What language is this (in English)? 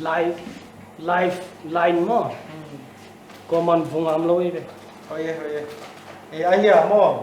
Paite Chin